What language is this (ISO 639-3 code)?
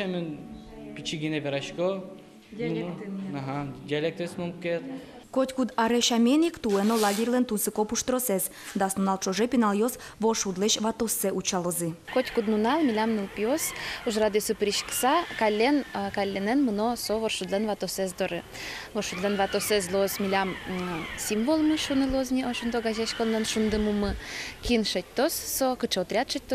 udm